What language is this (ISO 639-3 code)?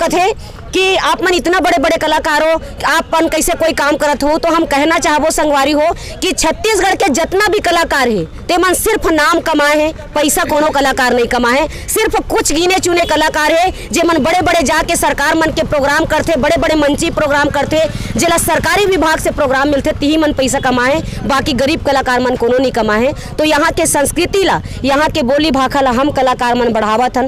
hne